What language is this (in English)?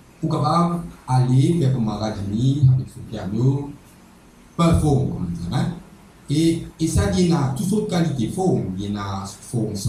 Morisyen